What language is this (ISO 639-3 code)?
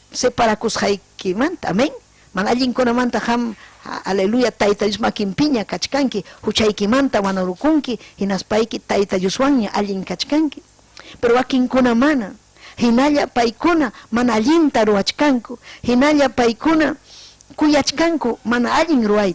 quy